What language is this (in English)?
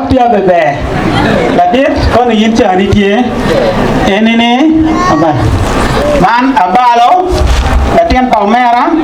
Acoli